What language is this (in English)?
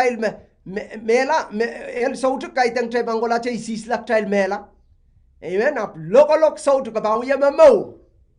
Pohnpeian